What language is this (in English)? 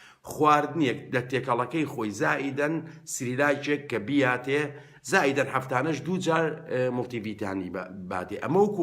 Central Kurdish